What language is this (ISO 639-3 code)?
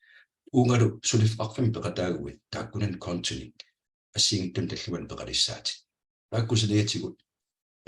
kal